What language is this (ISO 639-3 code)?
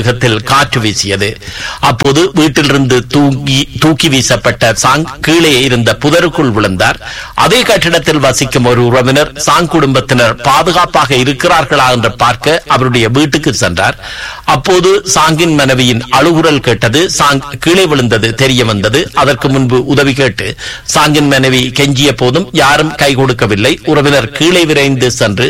tam